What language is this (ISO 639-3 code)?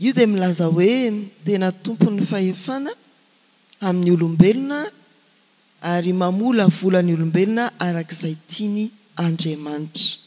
mlg